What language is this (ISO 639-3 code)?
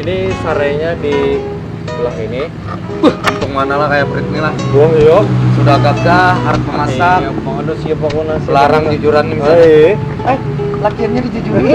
bjn